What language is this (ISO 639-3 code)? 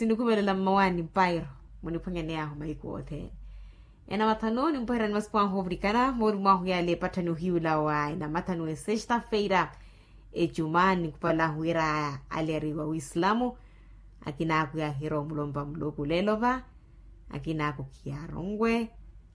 vmw